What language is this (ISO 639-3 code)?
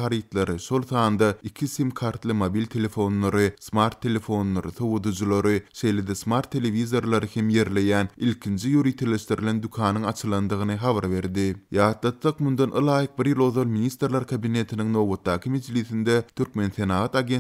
tuk